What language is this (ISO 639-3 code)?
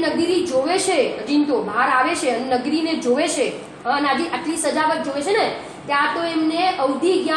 guj